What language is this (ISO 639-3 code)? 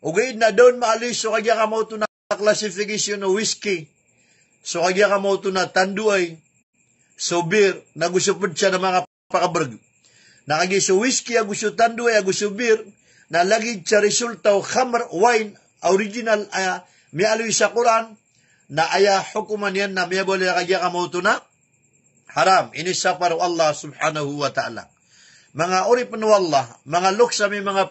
mrw